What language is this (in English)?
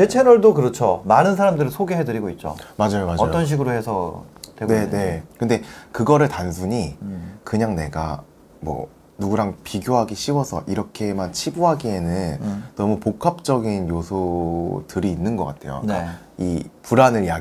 Korean